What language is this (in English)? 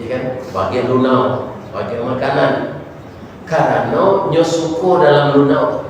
Minangkabau